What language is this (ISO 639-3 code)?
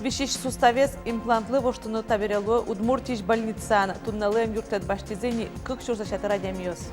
udm